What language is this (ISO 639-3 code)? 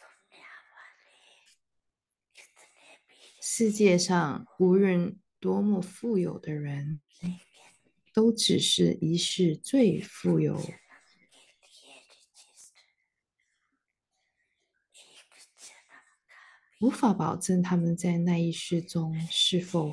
zho